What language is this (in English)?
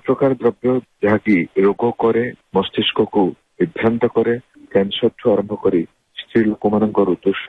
Odia